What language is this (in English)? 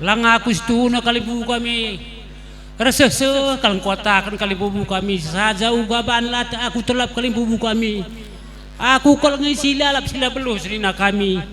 Batak Karo